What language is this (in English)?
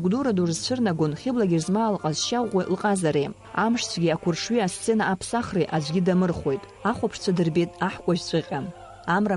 Abkhazian